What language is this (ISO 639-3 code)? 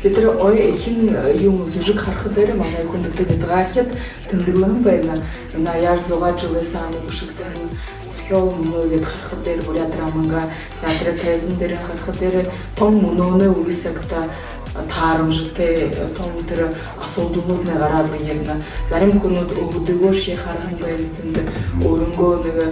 bua